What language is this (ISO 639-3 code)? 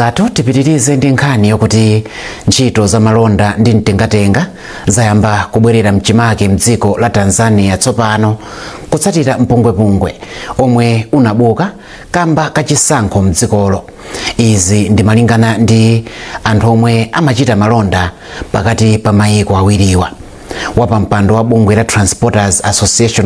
nya